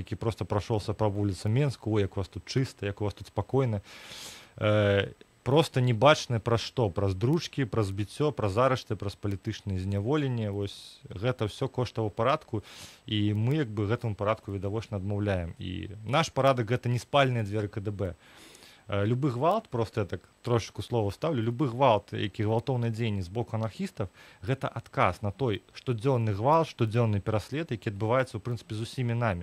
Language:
Belarusian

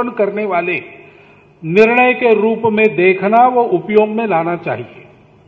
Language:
Hindi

